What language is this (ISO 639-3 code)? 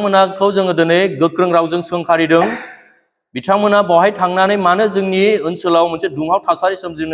brx